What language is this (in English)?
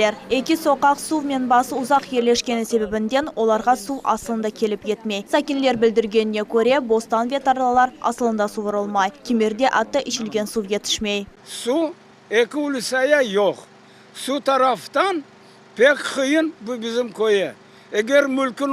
Crimean Tatar